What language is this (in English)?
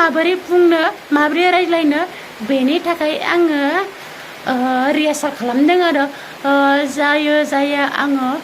Bodo